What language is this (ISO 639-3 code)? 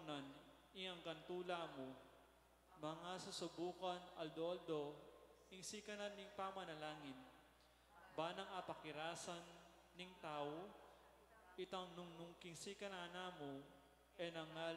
pam